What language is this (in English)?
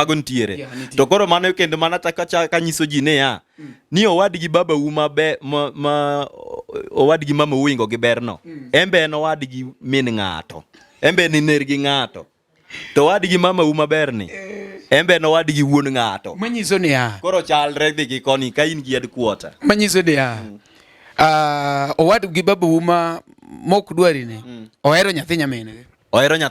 Luo (Kenya and Tanzania)